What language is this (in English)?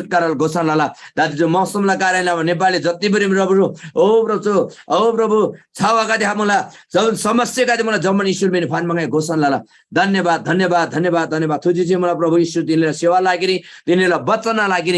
Eastern Tamang